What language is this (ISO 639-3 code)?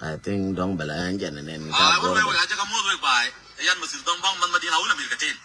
nus